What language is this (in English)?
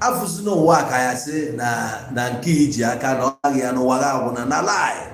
Igbo